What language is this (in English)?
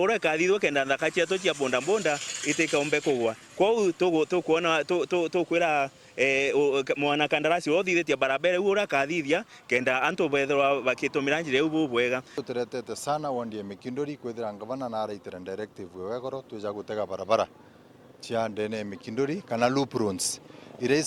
Meru